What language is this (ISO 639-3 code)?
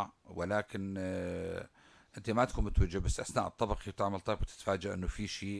apc